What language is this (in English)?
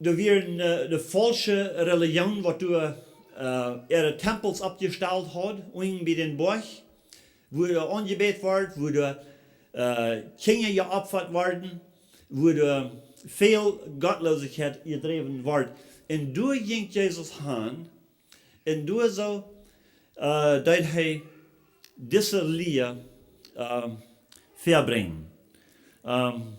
Plautdietsch